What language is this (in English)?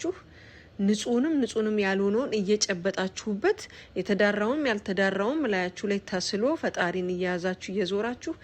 Amharic